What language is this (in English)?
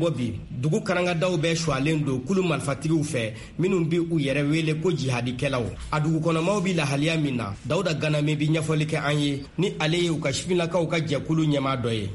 Bambara